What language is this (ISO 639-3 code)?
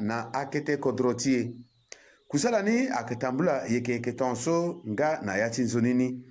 sag